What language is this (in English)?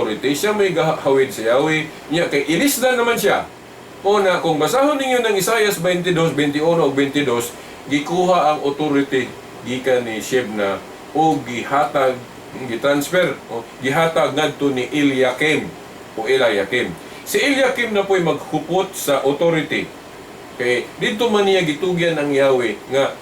Cebuano